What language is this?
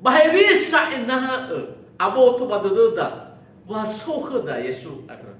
Nias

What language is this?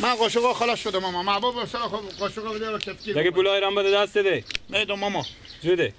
Persian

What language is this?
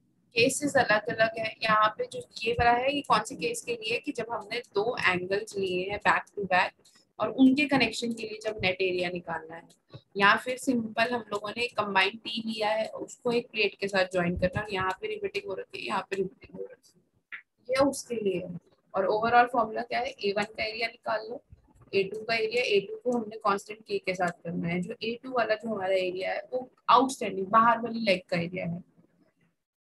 Hindi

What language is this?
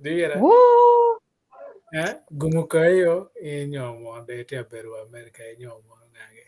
Acoli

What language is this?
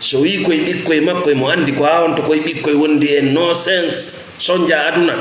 Fula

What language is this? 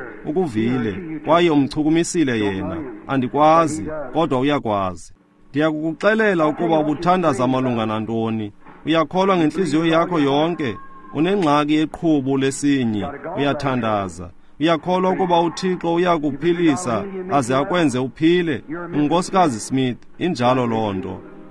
Xhosa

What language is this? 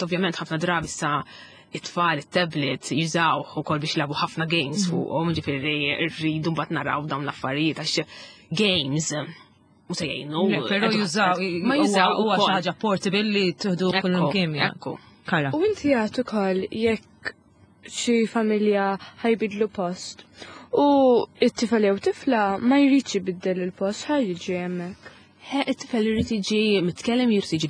Maltese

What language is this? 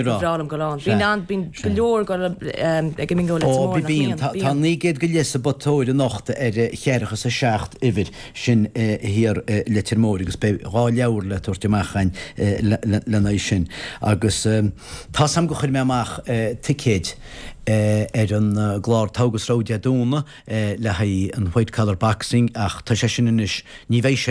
Irish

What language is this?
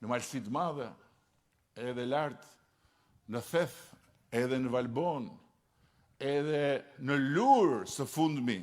Albanian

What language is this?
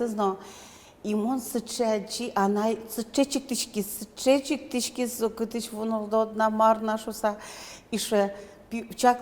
Udmurt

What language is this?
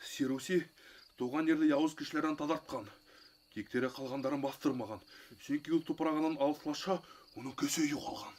Bashkir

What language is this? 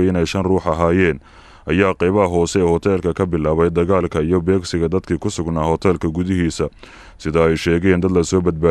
Somali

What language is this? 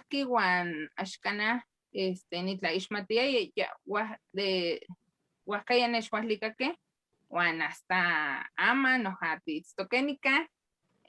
Eastern Huasteca Nahuatl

